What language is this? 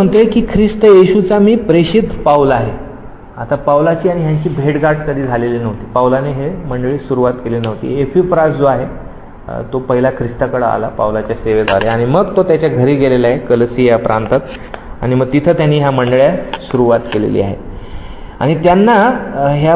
Marathi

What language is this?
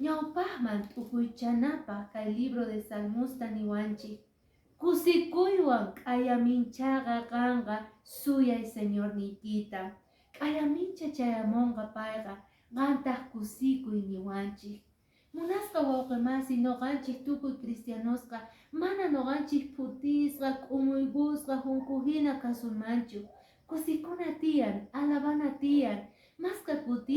Quechua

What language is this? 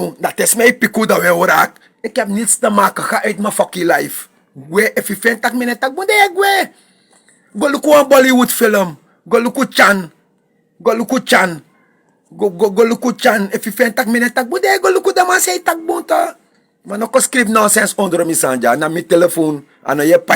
Sranan Tongo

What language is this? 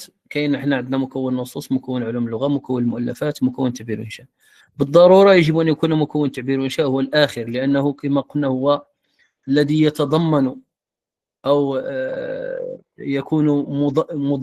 Moroccan Arabic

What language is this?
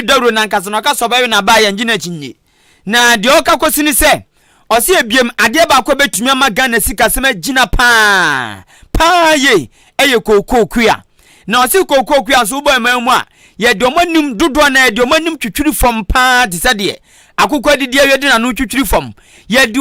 Akan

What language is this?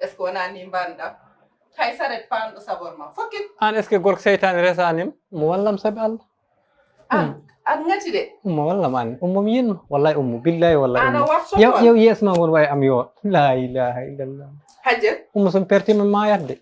Fula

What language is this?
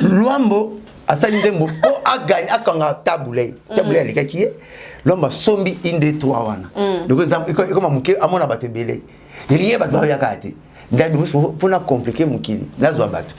Lingala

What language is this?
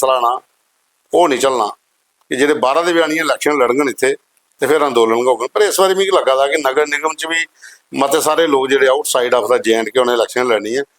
Dogri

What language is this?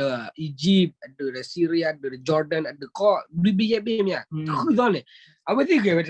S'gaw Karen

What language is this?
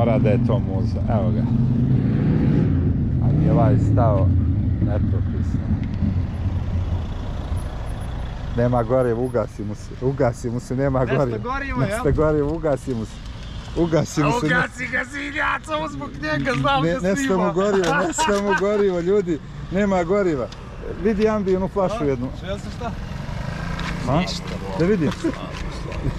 Bosnian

